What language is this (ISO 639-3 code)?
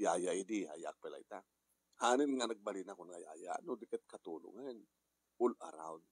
ilo